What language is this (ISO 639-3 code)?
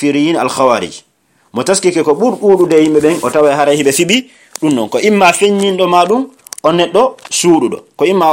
fuf